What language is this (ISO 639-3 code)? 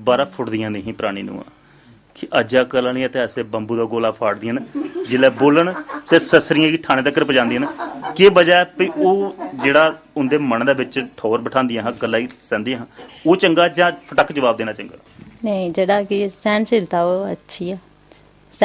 doi